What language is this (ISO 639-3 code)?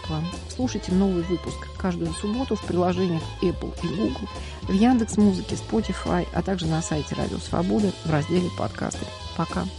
rus